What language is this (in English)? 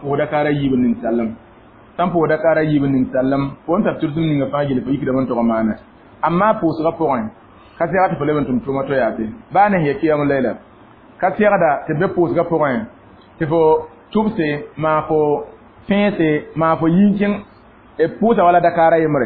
Mossi